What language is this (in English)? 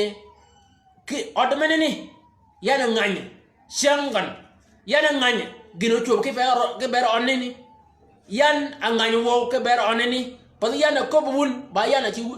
Shilluk